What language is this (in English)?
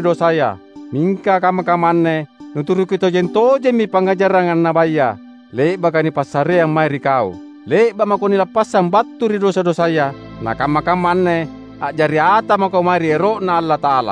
Makasar